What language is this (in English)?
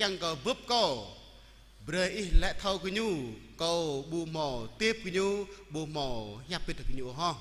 Jarai